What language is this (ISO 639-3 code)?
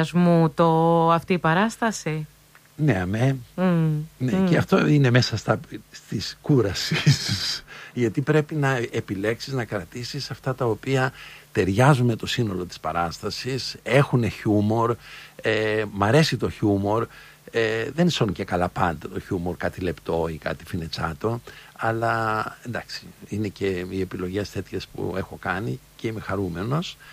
ell